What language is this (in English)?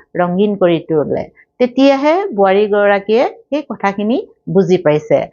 Assamese